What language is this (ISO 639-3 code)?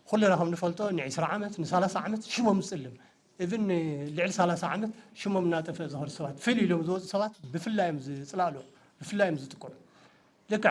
tir